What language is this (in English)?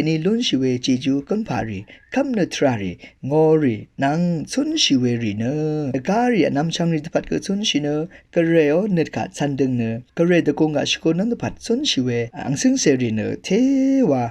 Rawang